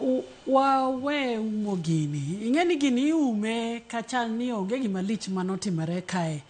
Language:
Luo (Kenya and Tanzania)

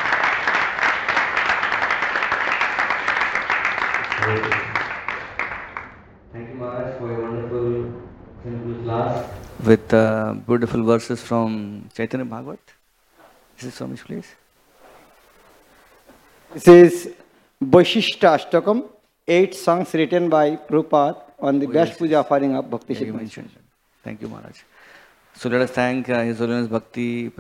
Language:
English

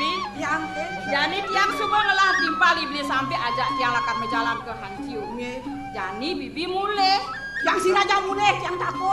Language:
Balinese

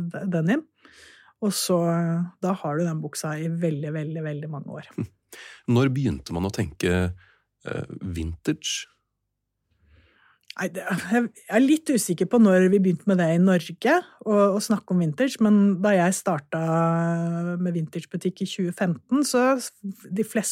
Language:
Norwegian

